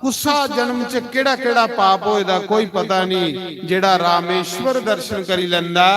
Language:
Dogri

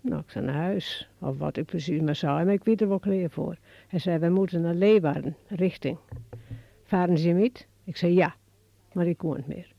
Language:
Western Frisian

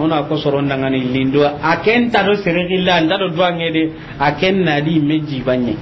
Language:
Soninke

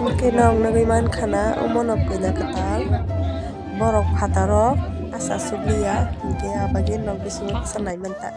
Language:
Kok Borok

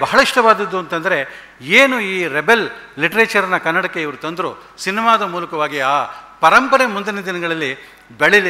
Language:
Kannada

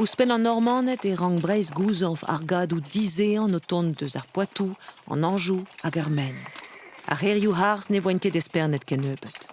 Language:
Breton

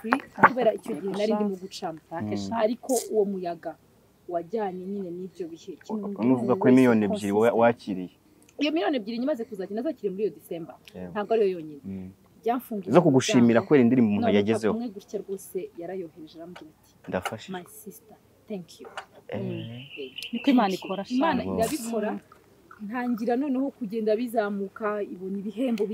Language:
Kinyarwanda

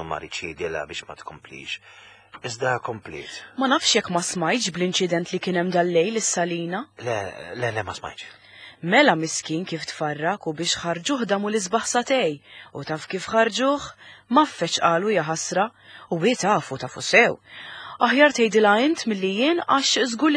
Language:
Maltese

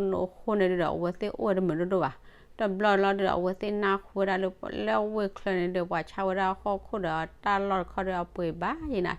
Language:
S'gaw Karen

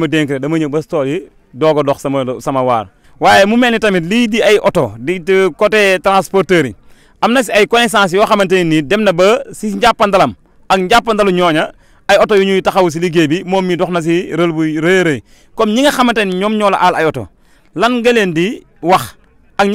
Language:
Wolof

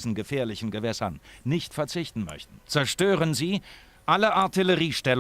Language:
Bavarian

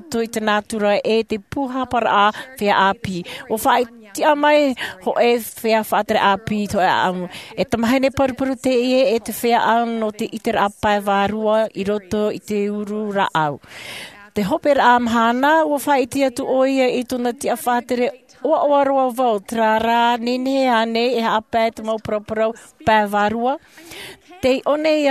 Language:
Tahitian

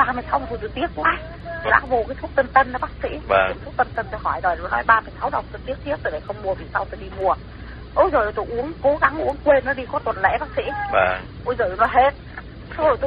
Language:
Vietnamese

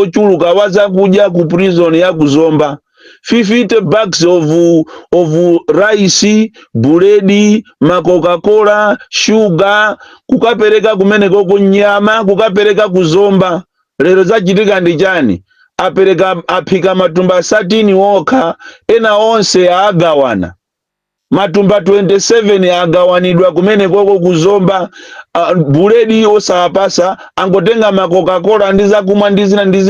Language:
Nyanja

